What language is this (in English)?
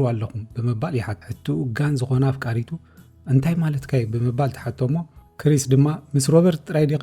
Tigrinya